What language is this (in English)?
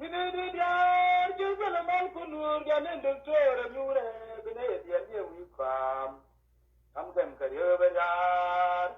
Nuer